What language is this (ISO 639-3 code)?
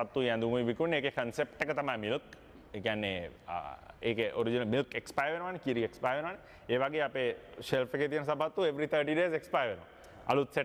sin